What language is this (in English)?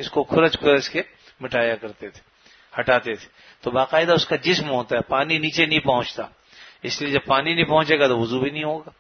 Urdu